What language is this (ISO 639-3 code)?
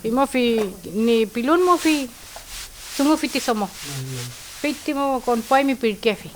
arn